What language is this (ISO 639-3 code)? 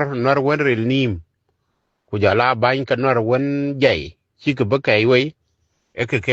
nus